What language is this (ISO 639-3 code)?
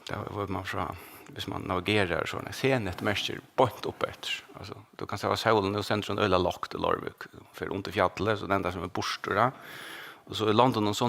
fao